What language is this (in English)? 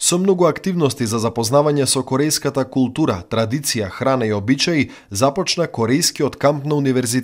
Macedonian